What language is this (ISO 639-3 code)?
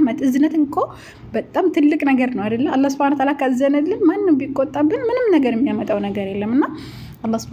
amh